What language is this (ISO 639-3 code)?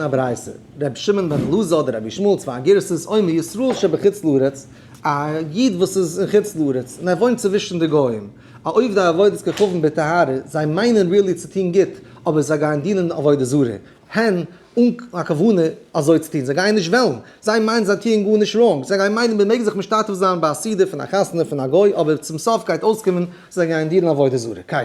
yid